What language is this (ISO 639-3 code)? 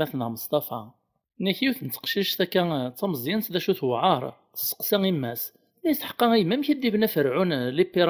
kab